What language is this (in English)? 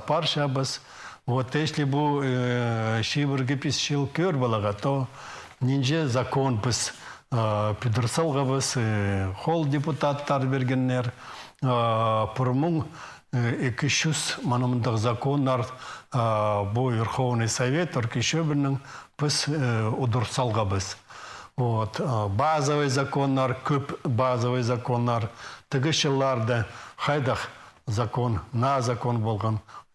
Khakas